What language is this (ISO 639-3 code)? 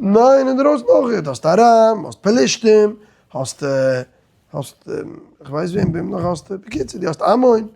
yid